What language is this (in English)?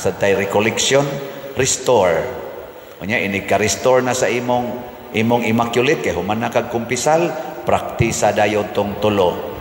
Cebuano